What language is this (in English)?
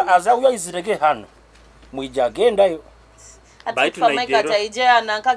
Nyoro